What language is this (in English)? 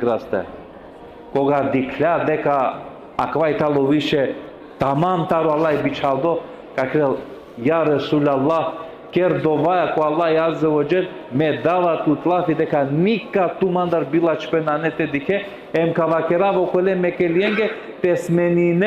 Balkan Romani